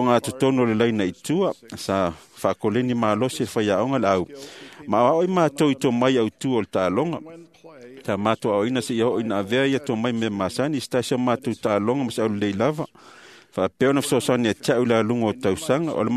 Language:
Samoan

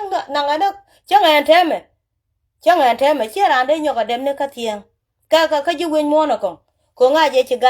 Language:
Nuer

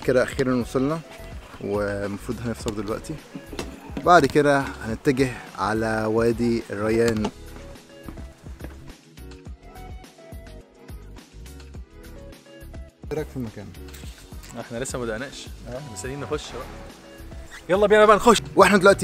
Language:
Egyptian Arabic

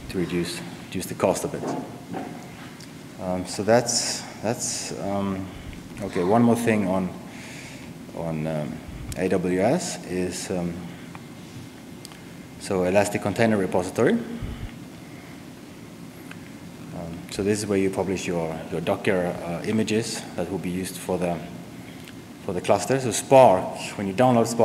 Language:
English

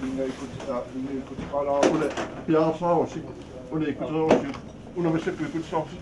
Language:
Kalaallisut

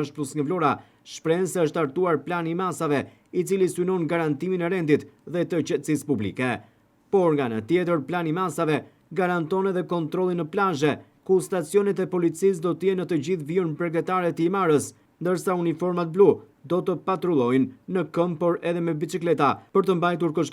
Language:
Albanian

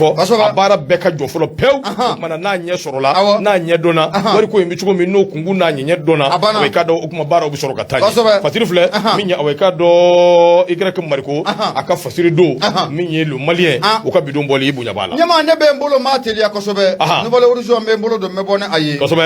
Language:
Bambara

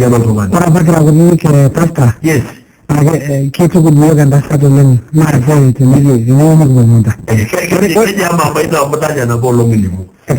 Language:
Masai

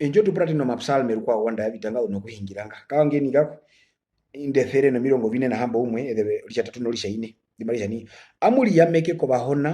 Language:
Herero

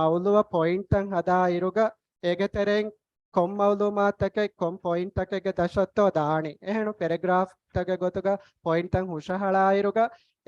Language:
Divehi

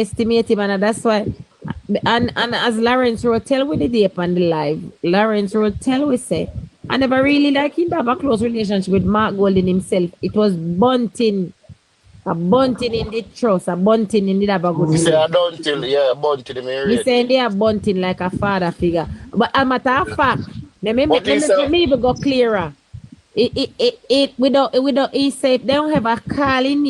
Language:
Jamaican Creole English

